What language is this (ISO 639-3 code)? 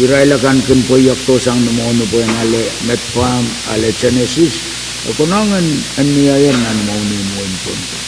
pon